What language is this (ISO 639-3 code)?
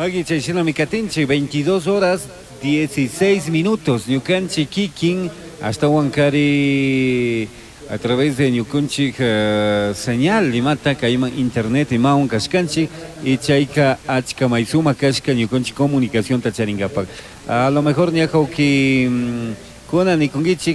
qug